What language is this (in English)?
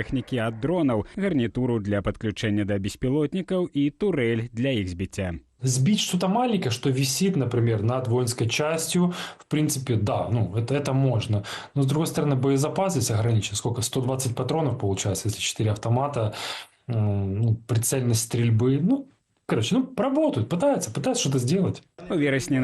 Belarusian